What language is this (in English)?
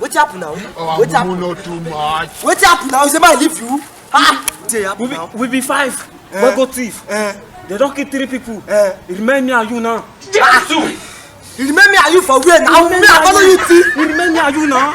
Nigerian Pidgin